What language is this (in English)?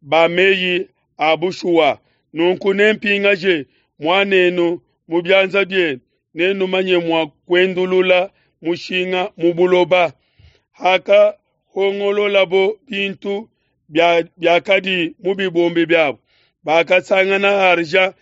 Luba-Lulua